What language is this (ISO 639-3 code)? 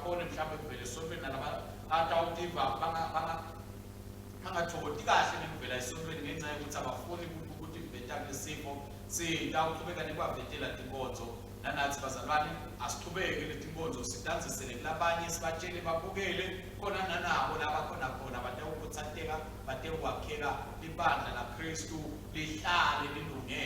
ssw